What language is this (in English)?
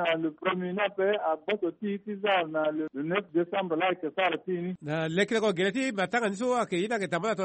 Sango